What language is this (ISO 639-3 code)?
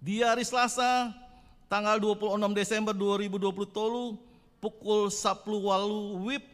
bbc